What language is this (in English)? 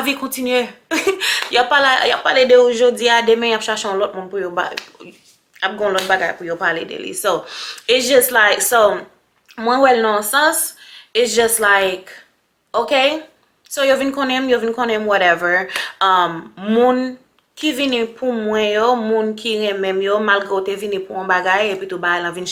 Haitian Creole